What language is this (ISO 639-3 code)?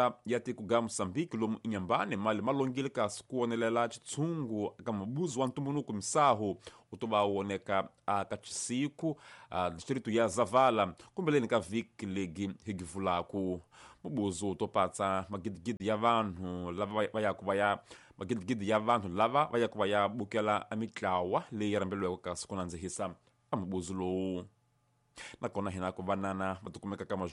tso